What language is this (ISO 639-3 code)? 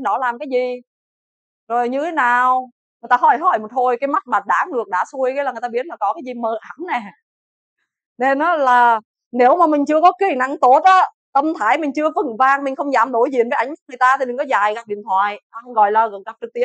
vie